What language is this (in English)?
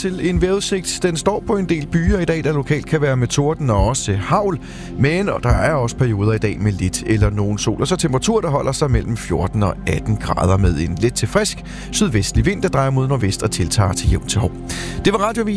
Danish